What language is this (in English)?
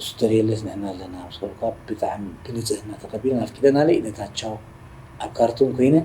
Tigrinya